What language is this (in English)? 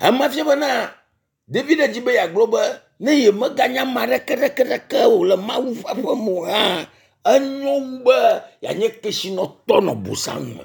Ewe